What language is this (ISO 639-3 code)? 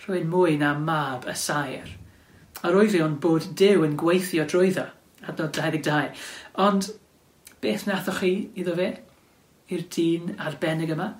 cym